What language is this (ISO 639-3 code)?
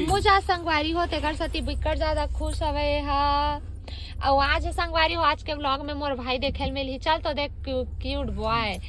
hne